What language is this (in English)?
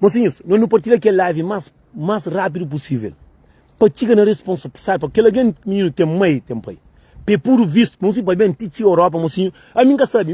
Kabuverdianu